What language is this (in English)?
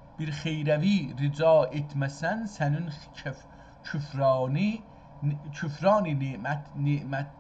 South Azerbaijani